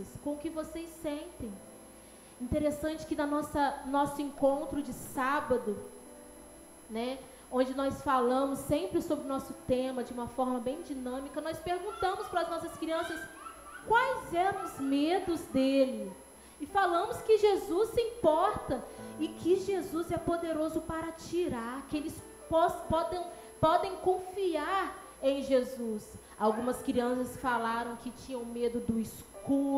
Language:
Portuguese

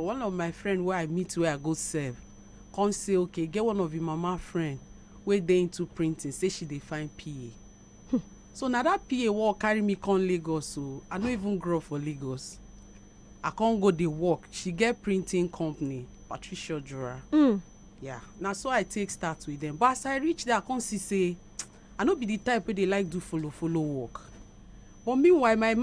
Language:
Nigerian Pidgin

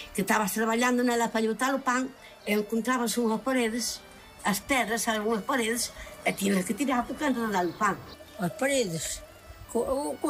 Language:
Galician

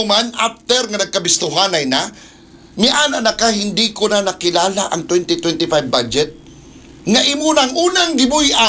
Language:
Cebuano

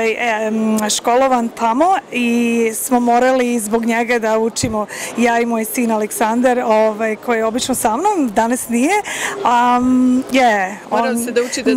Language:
Serbian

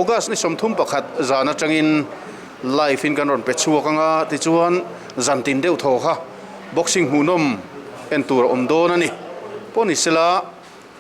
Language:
Mizo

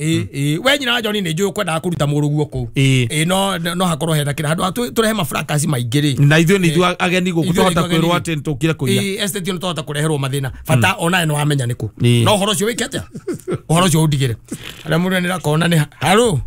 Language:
Kikuyu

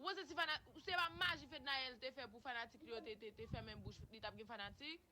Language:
Haitian Creole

